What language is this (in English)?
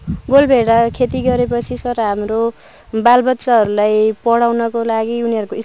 Nepali